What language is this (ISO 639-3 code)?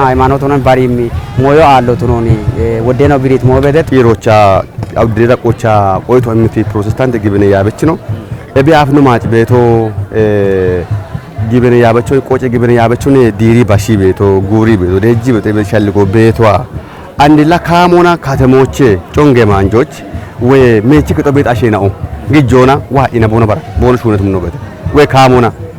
kbr